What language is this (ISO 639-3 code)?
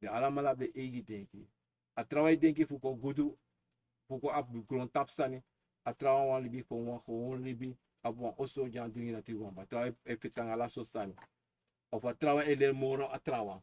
srn